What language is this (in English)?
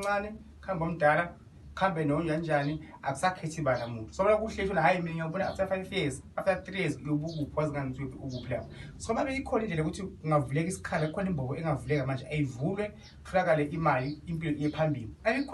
Zulu